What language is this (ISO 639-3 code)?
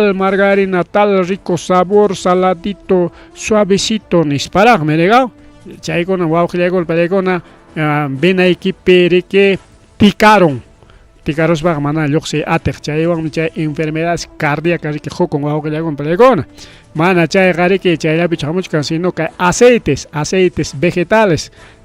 quy